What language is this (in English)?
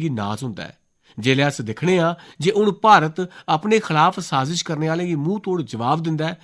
Dogri